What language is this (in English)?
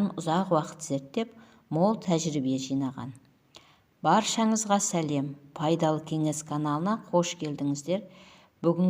Kazakh